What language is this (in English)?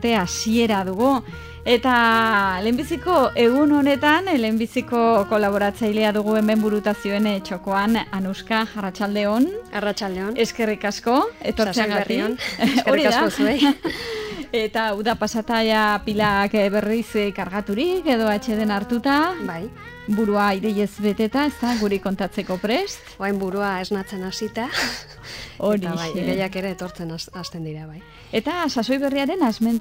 Basque